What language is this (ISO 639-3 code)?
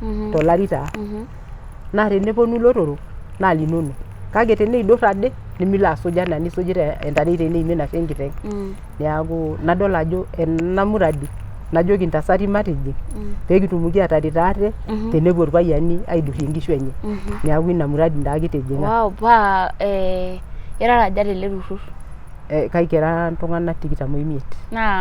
mas